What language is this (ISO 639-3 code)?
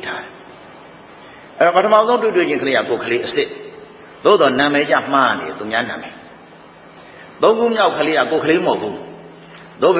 mya